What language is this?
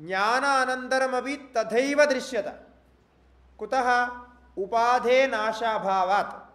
Sanskrit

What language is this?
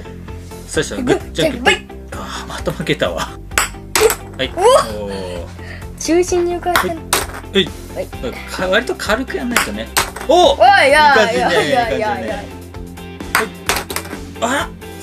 Japanese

